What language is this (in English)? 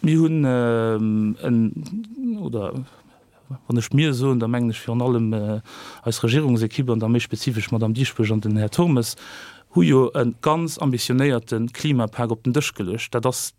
Luxembourgish